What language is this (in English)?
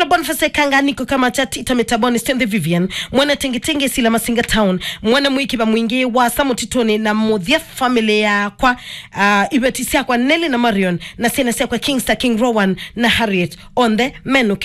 Kamba